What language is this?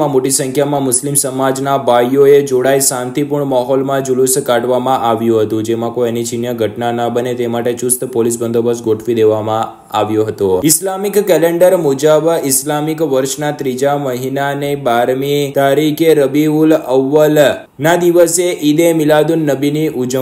Gujarati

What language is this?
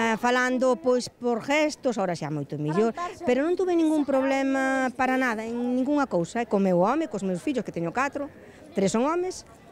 Galician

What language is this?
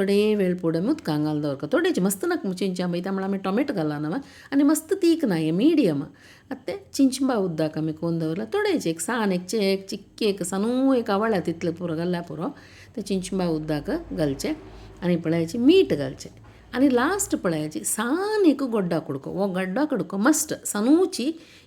Konkani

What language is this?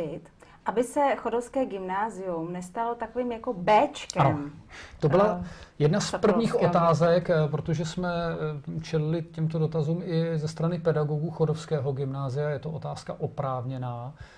Czech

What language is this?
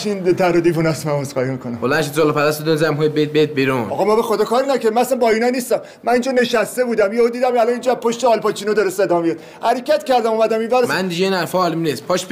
Persian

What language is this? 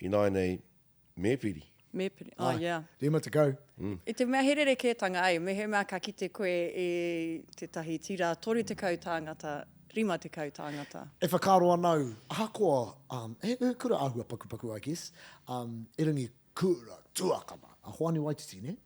Māori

